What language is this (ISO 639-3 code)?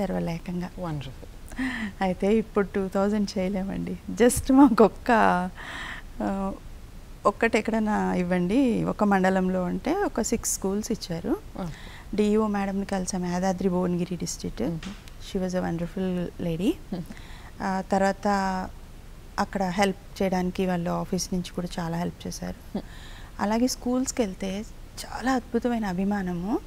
tel